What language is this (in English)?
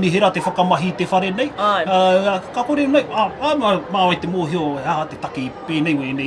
Māori